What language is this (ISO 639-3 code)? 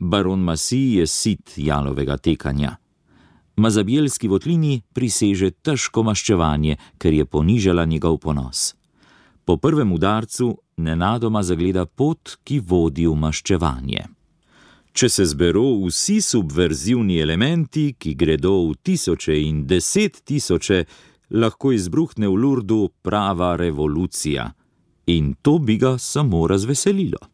slv